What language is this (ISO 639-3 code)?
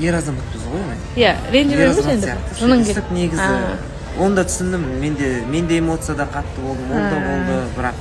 kaz